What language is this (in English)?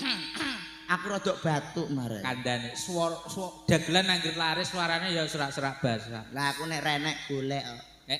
Javanese